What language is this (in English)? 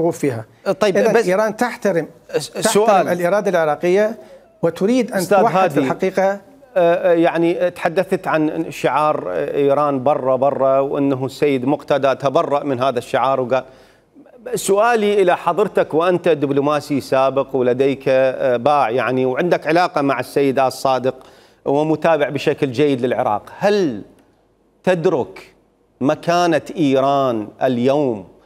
Mesopotamian Arabic